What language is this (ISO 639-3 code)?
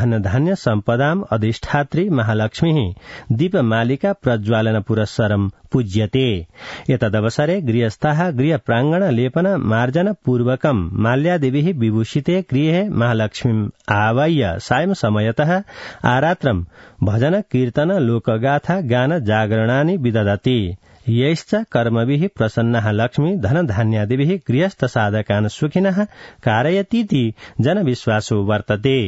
san